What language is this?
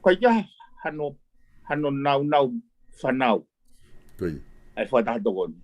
Tongan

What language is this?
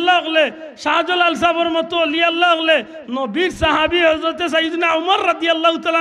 Sylheti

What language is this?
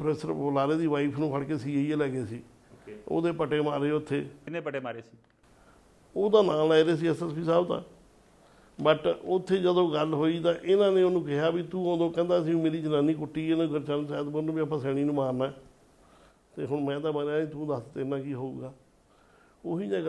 Punjabi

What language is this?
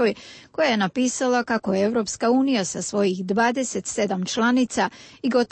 Serbian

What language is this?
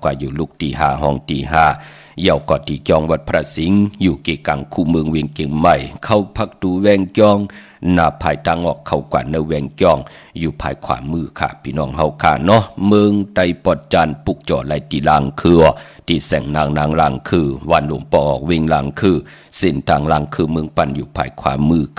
Shan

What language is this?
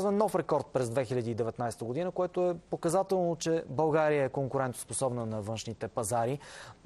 Bulgarian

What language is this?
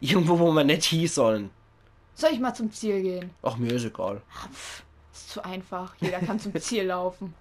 Palatine German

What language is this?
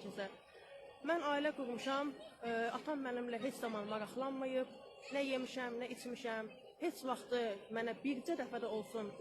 Azerbaijani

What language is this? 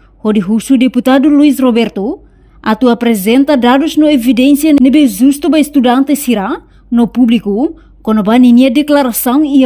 Tetum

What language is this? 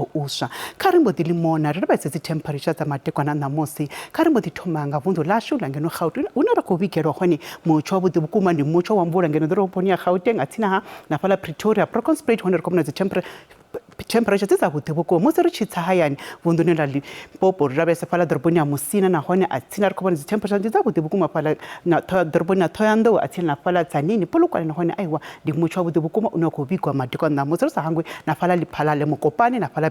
Venda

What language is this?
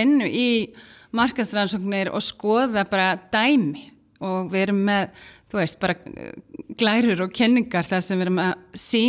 Icelandic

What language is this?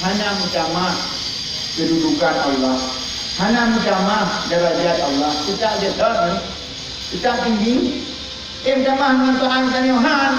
Achinese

